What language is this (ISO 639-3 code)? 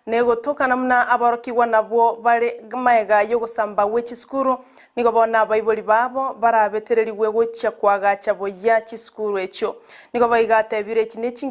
guz